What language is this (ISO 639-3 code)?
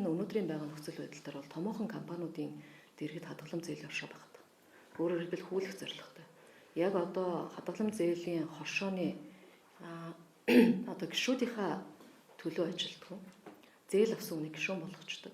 mon